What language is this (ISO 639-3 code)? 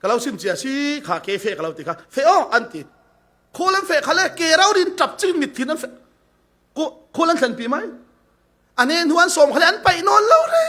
cfm